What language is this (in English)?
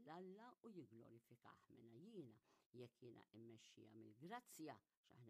Maltese